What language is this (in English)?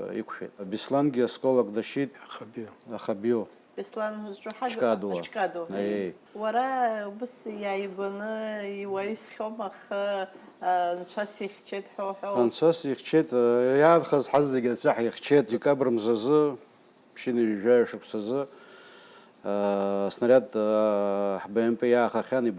Abkhazian